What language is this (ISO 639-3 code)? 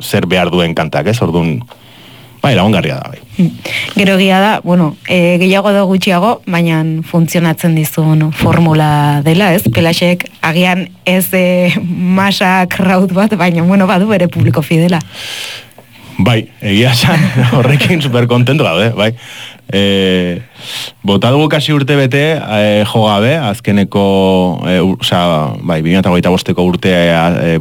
eus